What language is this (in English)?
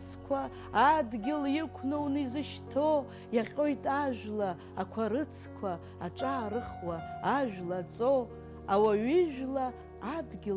Abkhazian